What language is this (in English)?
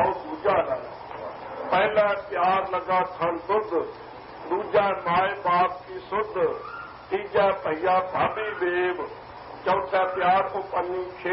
Punjabi